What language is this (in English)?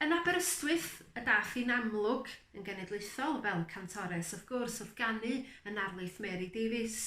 Welsh